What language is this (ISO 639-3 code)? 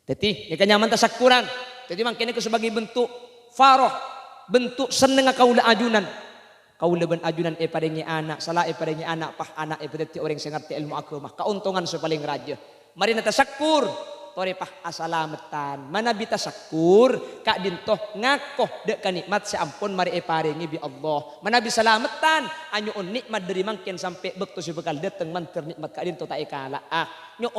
mad